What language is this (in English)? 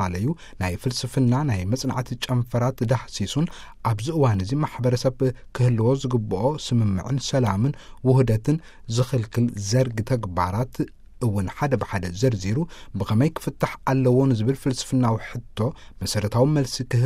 Tigrinya